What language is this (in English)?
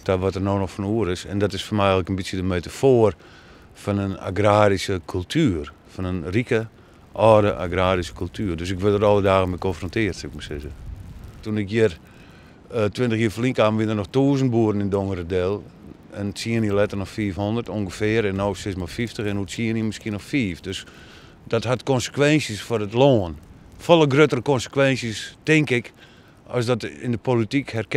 Western Frisian